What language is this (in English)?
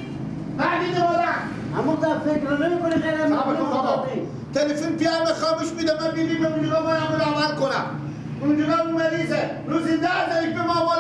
Persian